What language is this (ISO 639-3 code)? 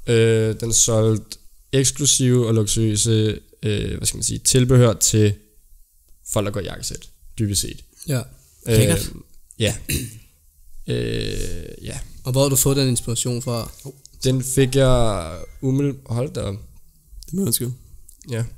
dan